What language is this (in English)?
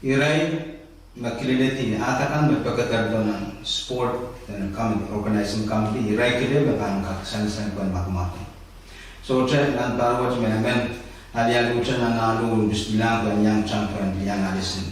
Pohnpeian